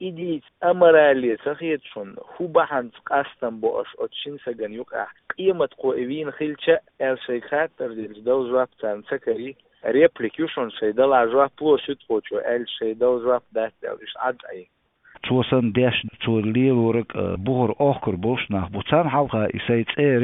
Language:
Chechen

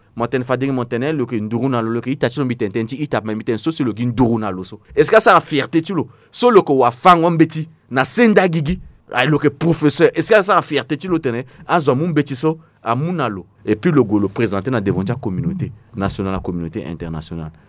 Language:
Sango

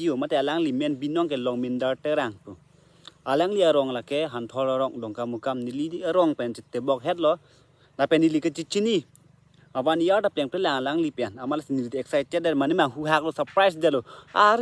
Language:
Karbi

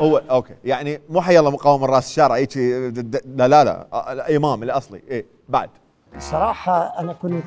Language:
Mesopotamian Arabic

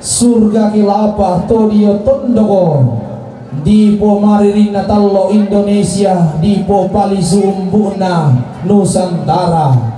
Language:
Toraja-Sa'dan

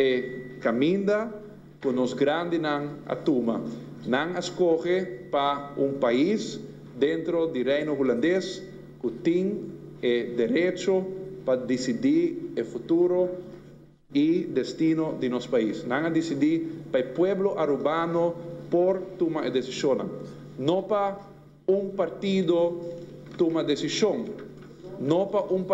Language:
Papiamento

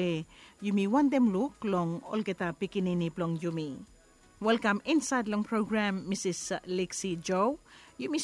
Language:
Bislama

